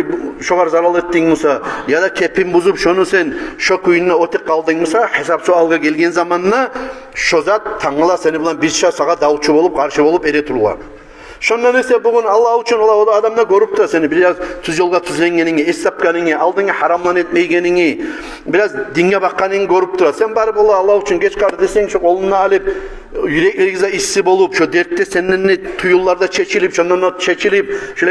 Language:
Kumyk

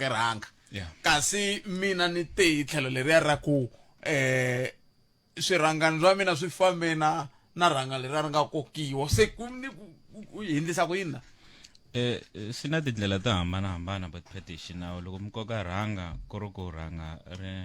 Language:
Tsonga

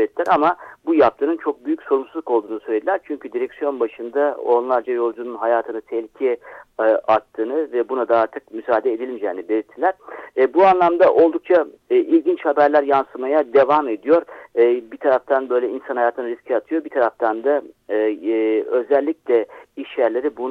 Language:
Turkish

